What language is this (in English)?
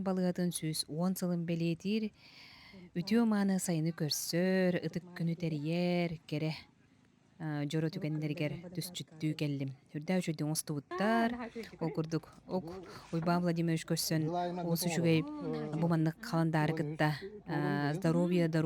Yakut